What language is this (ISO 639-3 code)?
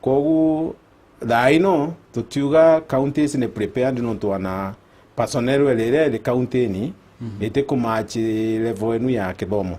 mer